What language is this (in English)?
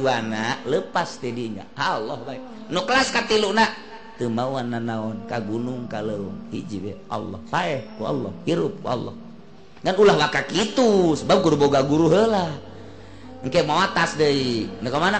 Sundanese